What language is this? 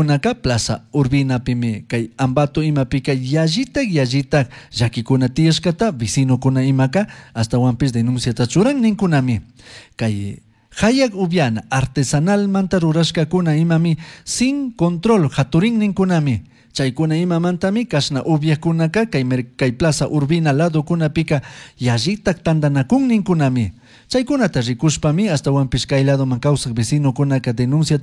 Chimborazo Highland Quichua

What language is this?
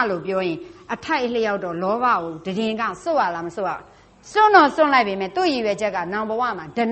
Burmese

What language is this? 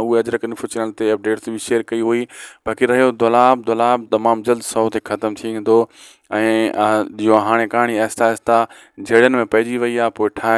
Sindhi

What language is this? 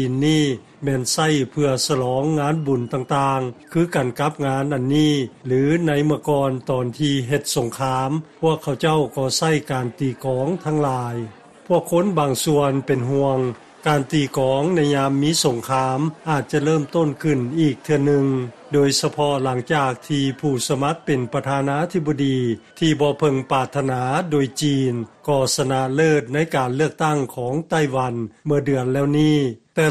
Lao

